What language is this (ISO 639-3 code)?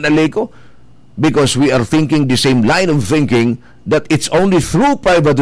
bik